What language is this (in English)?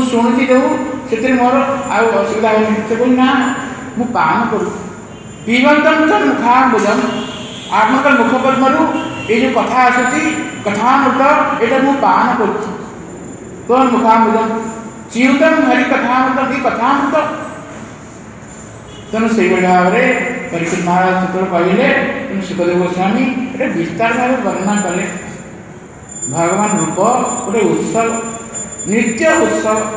Odia